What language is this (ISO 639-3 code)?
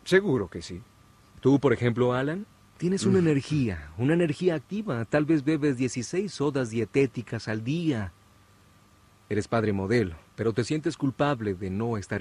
spa